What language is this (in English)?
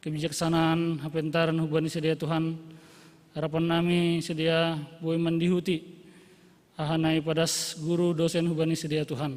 Batak Simalungun